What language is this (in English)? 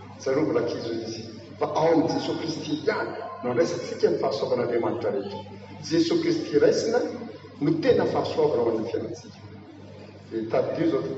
Malagasy